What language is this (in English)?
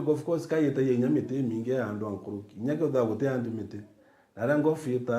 Meru